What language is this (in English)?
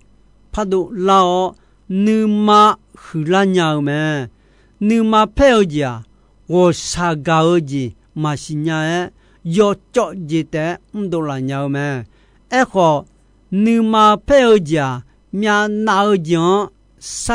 Akha